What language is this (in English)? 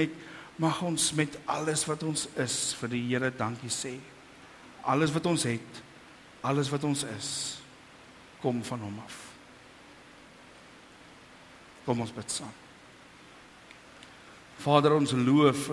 Afrikaans